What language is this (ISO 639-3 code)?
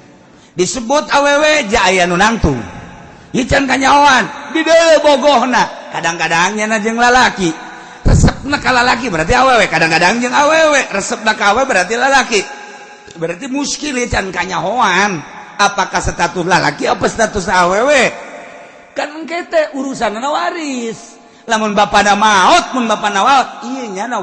sun